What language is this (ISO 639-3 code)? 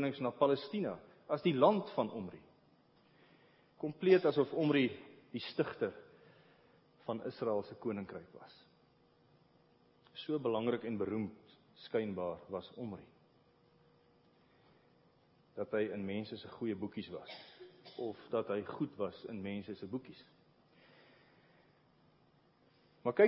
afr